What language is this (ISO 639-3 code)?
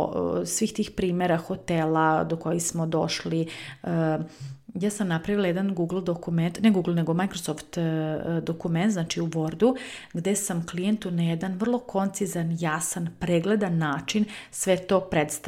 srp